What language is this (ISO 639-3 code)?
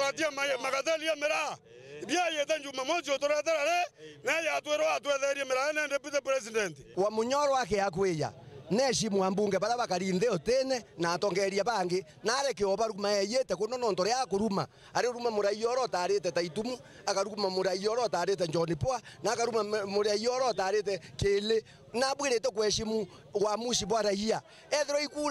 mer